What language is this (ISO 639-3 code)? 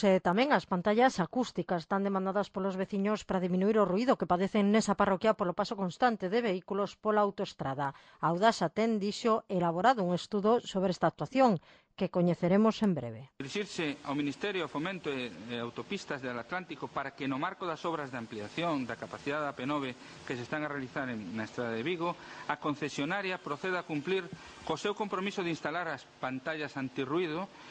glg